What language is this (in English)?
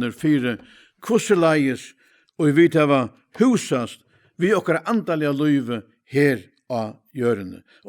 Faroese